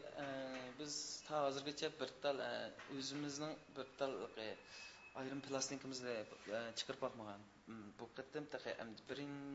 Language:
Uyghur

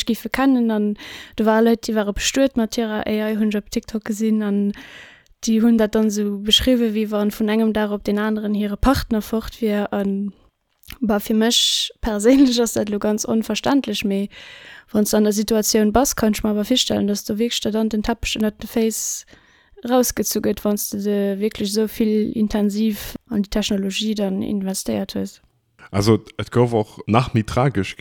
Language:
Luxembourgish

